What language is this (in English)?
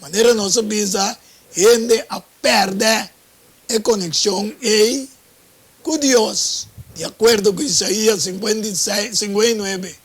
Papiamento